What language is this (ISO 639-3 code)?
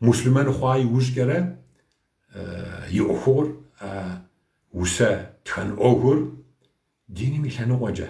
kbd